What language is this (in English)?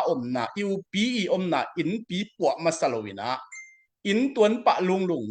Tedim Chin